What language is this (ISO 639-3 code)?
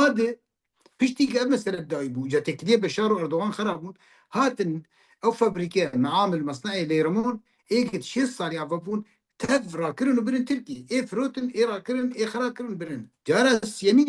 kur